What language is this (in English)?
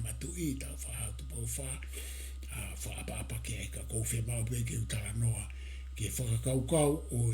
Tongan